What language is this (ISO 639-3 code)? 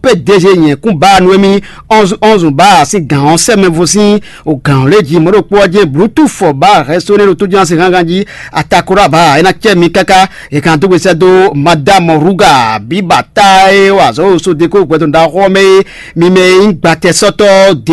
fon